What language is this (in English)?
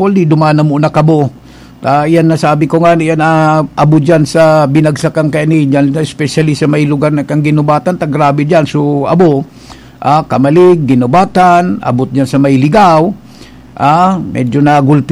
Bikol